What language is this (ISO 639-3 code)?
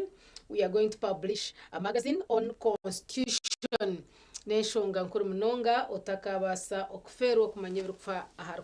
nyn